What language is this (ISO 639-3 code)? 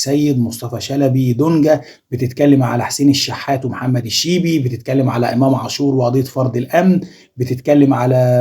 arz